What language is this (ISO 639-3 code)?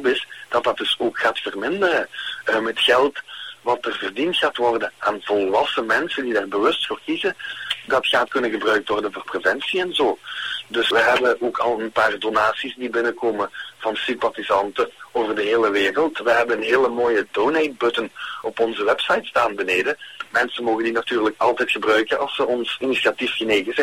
nld